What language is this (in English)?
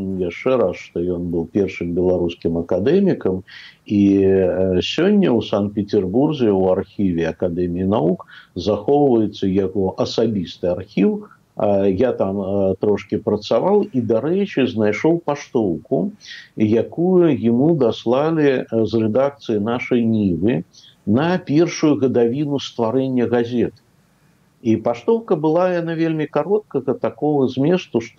Belarusian